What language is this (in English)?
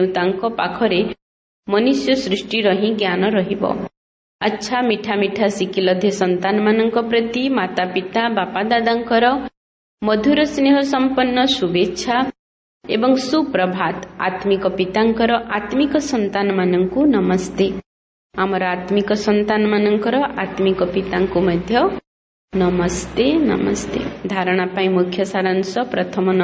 Odia